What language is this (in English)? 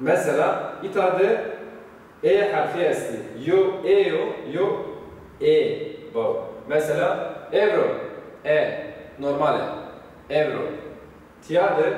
Zaza